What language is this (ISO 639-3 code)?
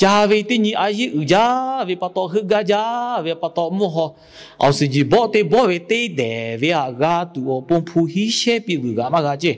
lhu